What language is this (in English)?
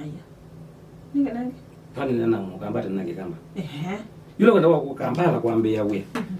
Kamba